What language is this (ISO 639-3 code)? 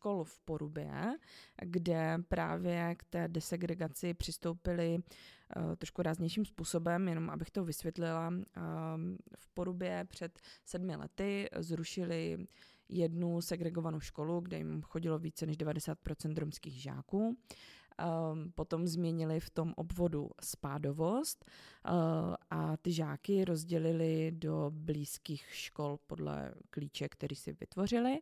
ces